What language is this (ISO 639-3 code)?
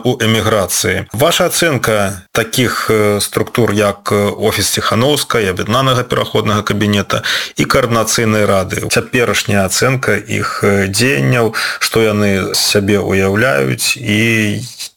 ukr